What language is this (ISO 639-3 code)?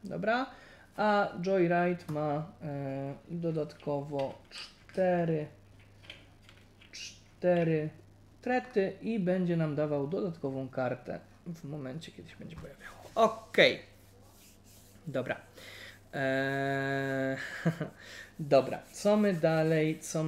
pol